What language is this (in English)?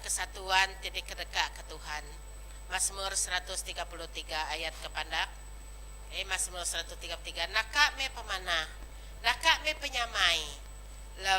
Iban